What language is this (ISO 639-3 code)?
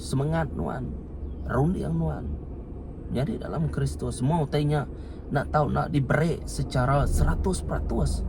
iba